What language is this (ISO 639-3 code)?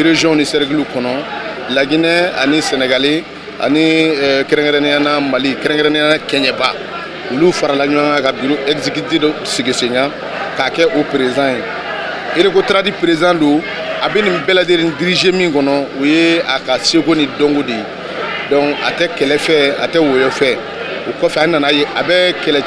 bam